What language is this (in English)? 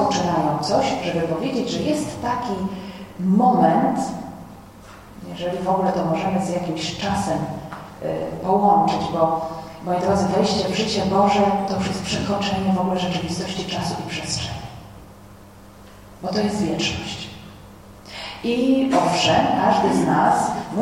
Polish